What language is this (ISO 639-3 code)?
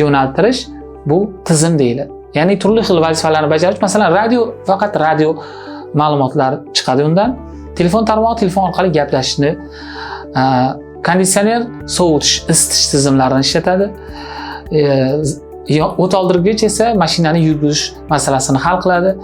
uzb